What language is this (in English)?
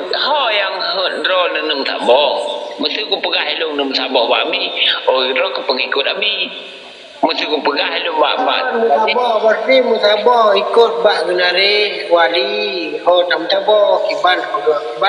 Achinese